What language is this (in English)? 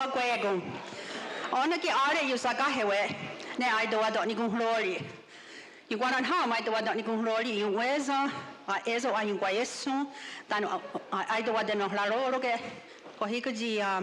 Mohawk